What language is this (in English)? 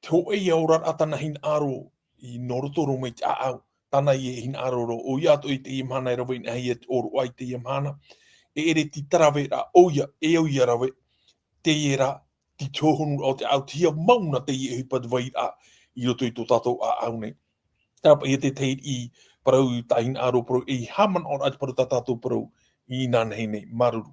Tahitian